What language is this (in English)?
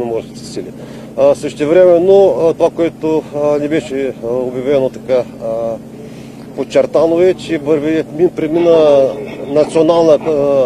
Bulgarian